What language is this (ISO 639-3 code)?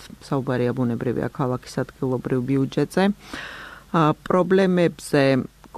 kat